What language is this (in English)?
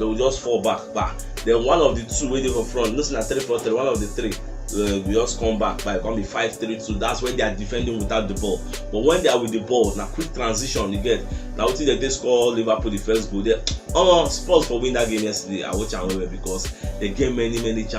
Nigerian Pidgin